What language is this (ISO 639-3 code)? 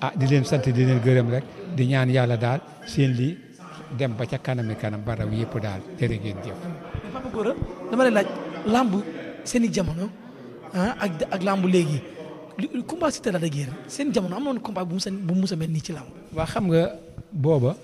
wol